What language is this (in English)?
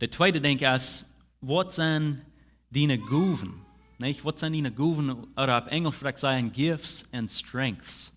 Plautdietsch